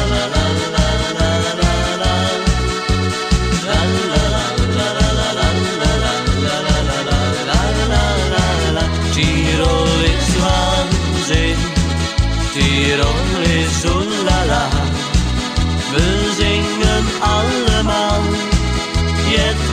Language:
Dutch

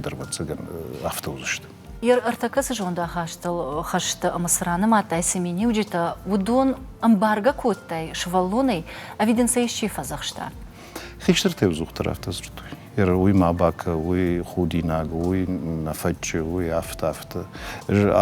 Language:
Ossetic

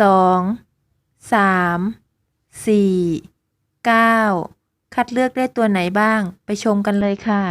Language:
Thai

